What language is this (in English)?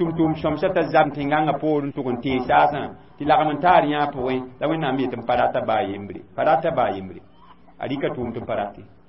Mossi